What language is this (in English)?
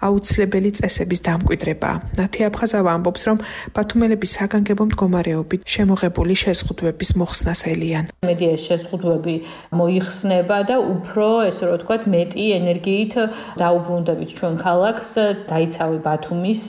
Georgian